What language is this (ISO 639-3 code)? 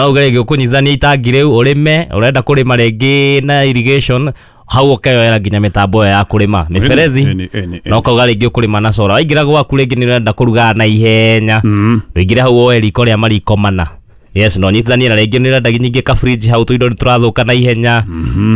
kik